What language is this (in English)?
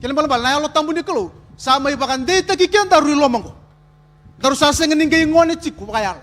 Fijian